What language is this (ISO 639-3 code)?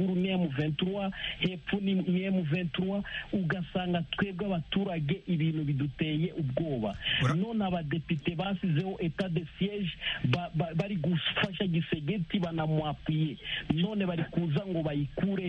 kin